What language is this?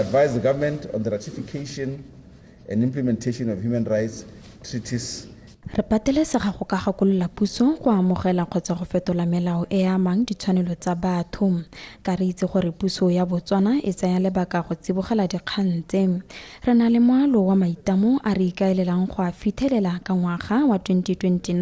Tswana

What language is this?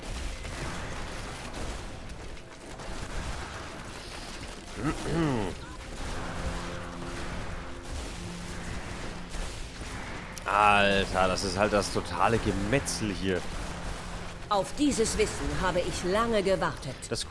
German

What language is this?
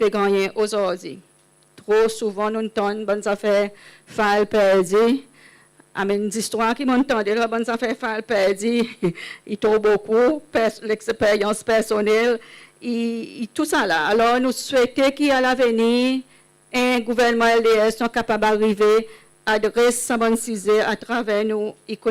Seselwa Creole French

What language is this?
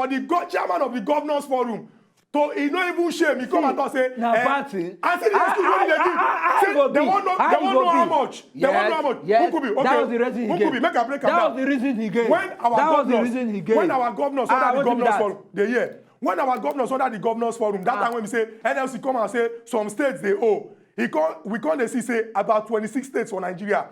Nigerian Pidgin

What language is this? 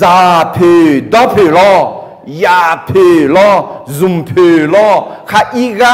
Akha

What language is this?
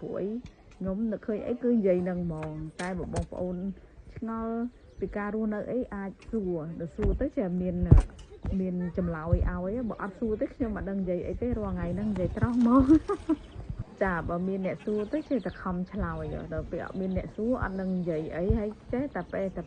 Khmer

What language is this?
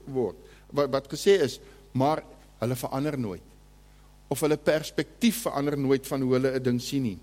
Afrikaans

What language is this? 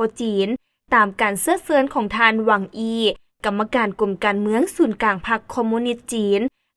Lao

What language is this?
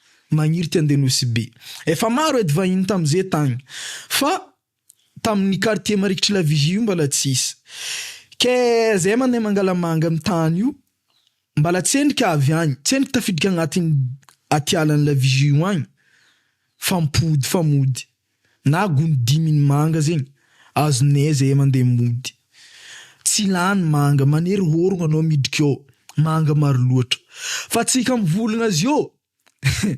Malagasy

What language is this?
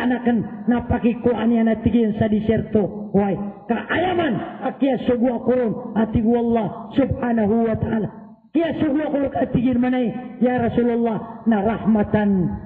Maranao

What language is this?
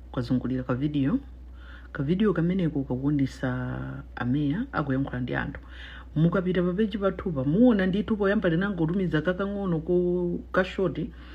Nyanja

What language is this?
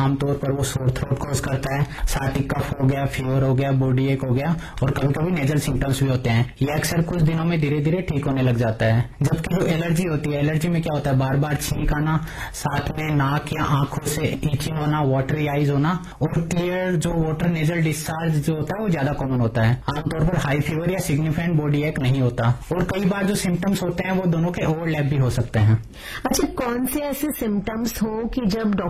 Hindi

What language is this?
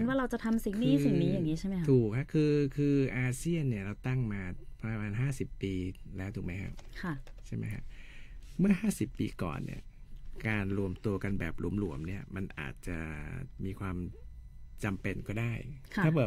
Thai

